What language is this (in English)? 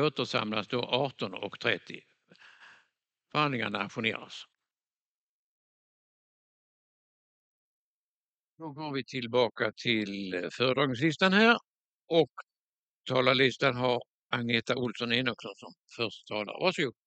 Swedish